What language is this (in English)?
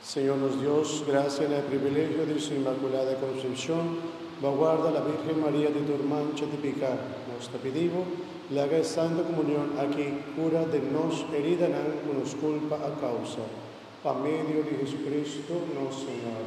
Papiamento